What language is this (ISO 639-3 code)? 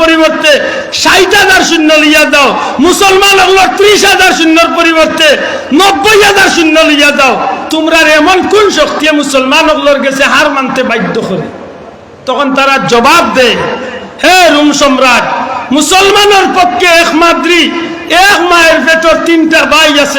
syl